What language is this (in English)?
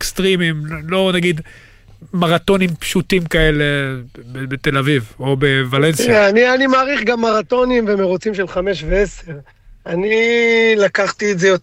Hebrew